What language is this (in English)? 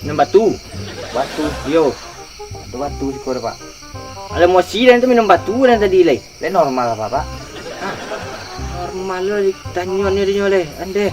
Minangkabau